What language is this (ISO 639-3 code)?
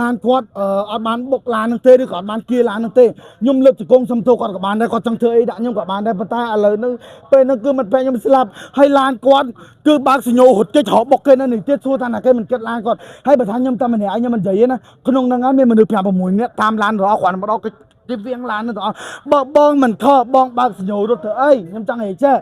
khm